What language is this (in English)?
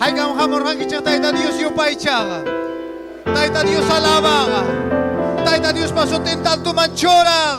Ayacucho Quechua